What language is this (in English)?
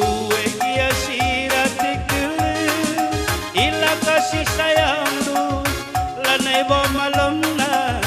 Batak Karo